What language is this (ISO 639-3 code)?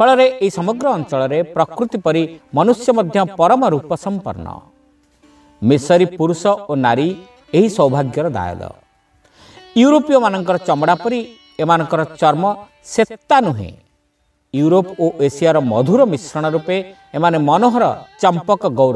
ori